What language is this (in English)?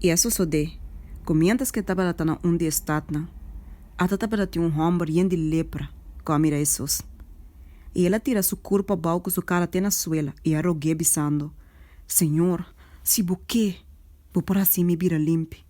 Papiamento